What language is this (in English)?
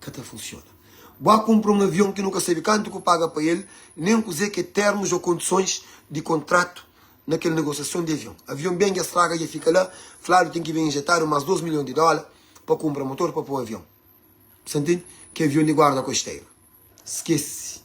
Kabuverdianu